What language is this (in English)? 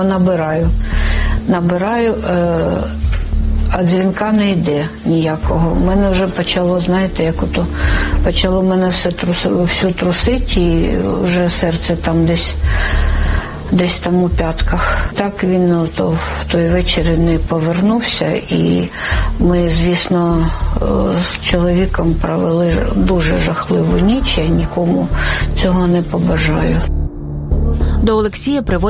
Ukrainian